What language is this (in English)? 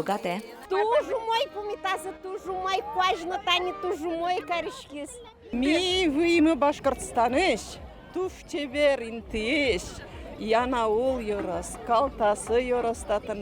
Udmurt